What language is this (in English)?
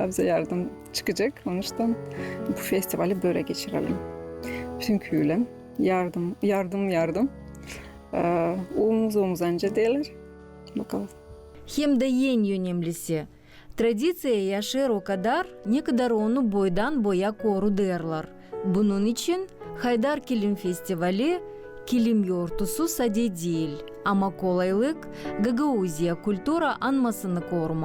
Gagauz